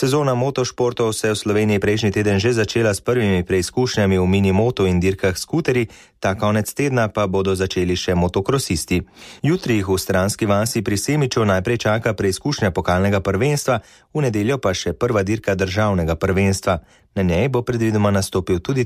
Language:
Slovenian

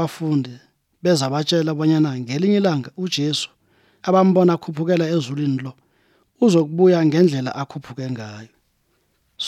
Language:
Croatian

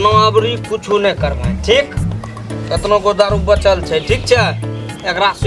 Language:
Maithili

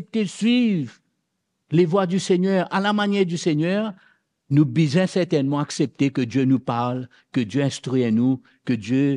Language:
Morisyen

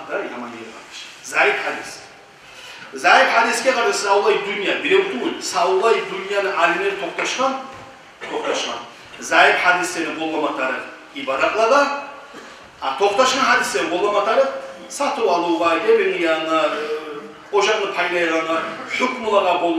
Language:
Kumyk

